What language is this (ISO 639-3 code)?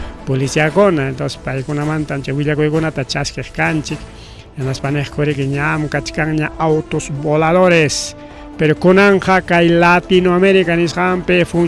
quy